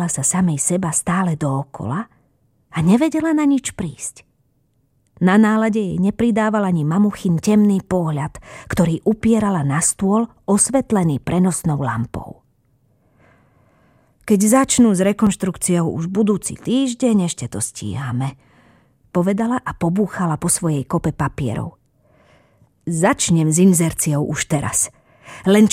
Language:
Slovak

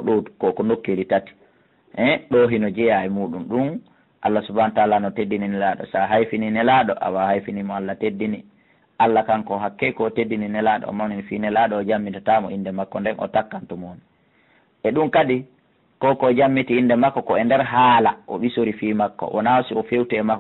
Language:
Fula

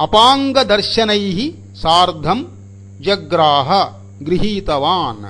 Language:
Sanskrit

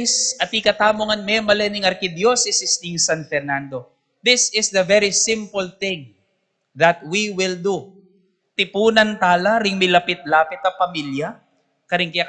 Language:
Pampanga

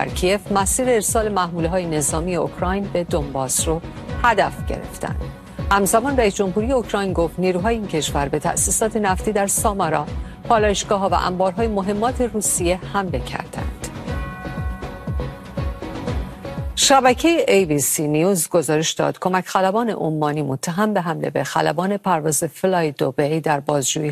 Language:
Persian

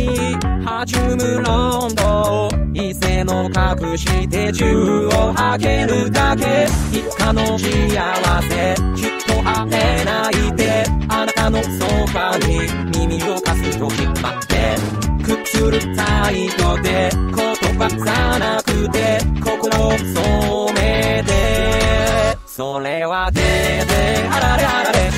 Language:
Japanese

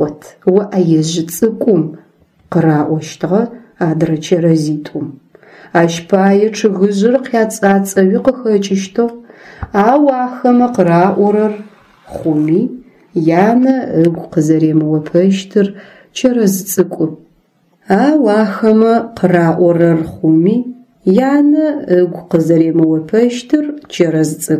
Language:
Adyghe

